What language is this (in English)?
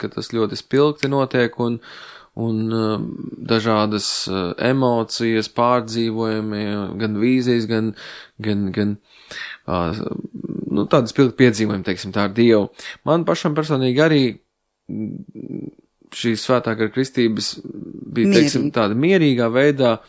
Latvian